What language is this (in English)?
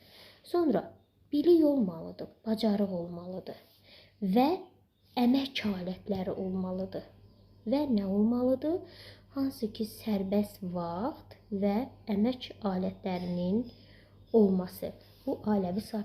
Azerbaijani